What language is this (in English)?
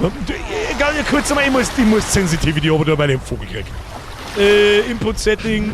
Bavarian